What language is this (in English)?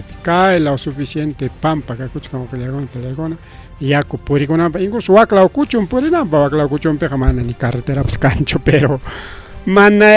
Ayacucho Quechua